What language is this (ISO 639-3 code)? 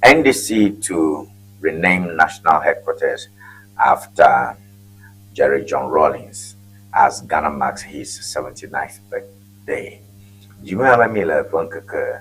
ewe